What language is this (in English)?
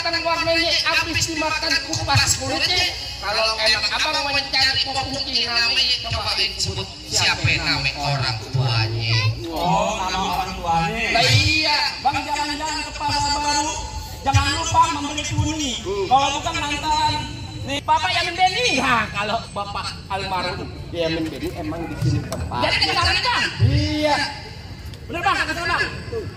Betawi